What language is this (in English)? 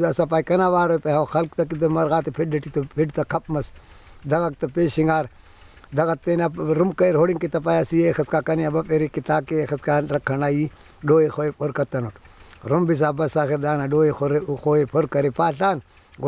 Brahui